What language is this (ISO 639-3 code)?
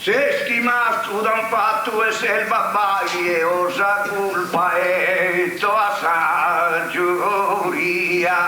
srd